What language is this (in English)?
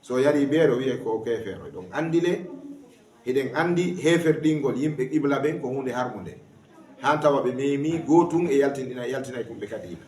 Fula